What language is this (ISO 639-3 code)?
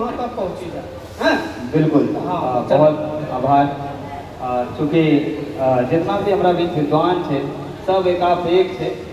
anp